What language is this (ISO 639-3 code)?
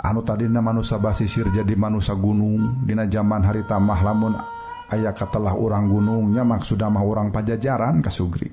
sun